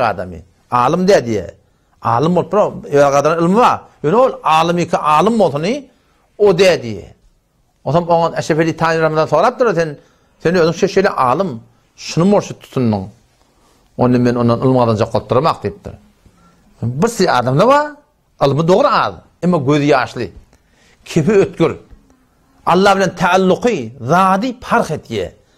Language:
Turkmen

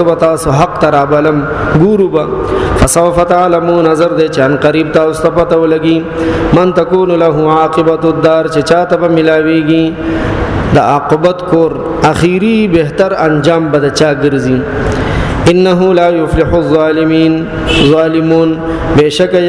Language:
Pashto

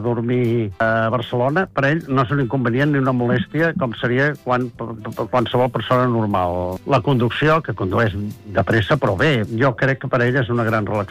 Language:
Catalan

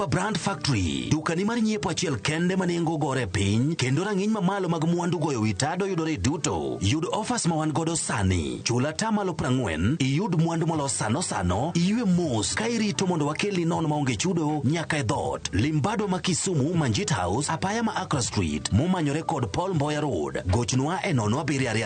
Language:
Luo (Kenya and Tanzania)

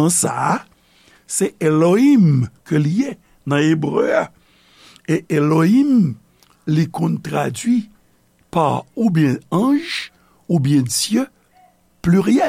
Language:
Haitian Creole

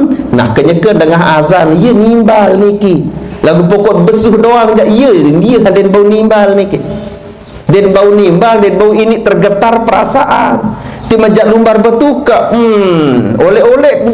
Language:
Sasak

